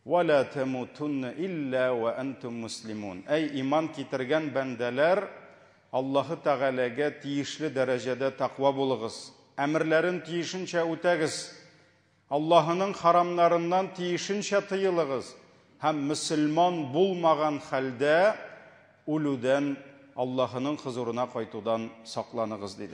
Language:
Tatar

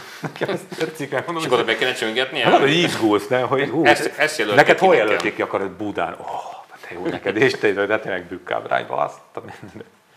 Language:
Hungarian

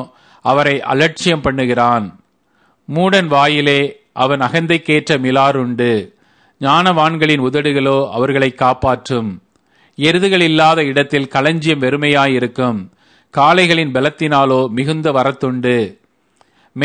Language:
Tamil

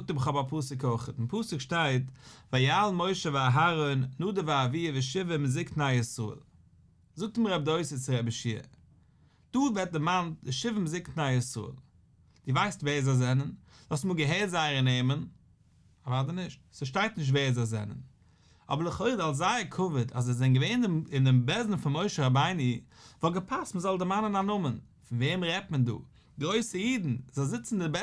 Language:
Yiddish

